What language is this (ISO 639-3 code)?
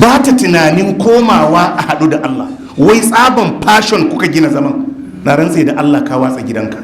hau